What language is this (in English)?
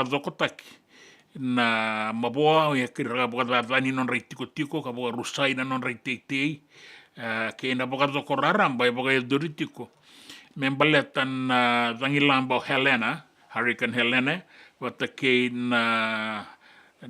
Fijian